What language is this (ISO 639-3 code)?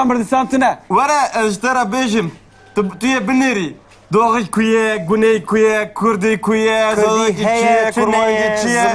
kur